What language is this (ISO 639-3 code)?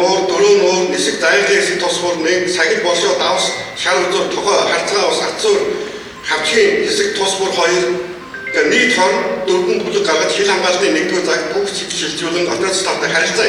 mon